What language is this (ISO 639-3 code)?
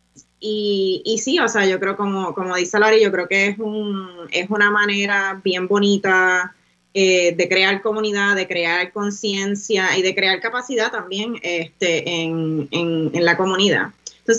spa